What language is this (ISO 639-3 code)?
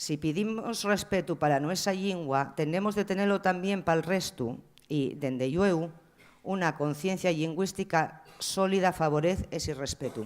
ast